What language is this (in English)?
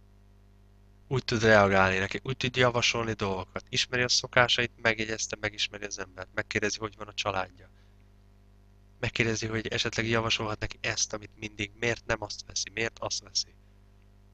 Hungarian